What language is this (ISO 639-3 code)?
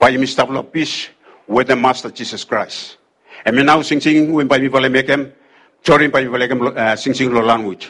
bis